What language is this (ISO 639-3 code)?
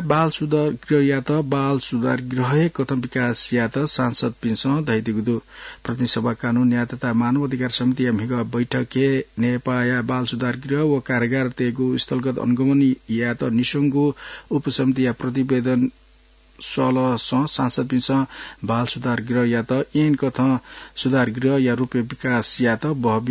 new